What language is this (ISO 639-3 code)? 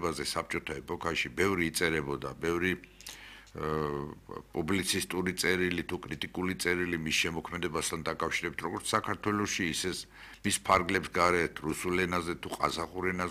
kat